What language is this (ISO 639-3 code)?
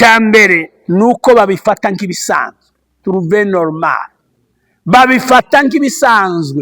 kin